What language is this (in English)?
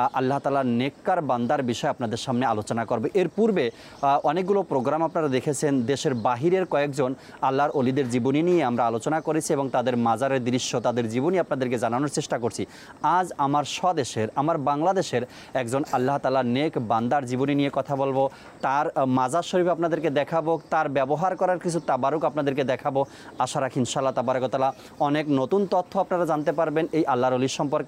Bangla